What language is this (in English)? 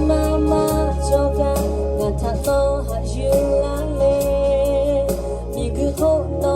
Lahu